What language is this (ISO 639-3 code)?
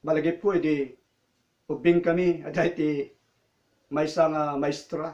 ilo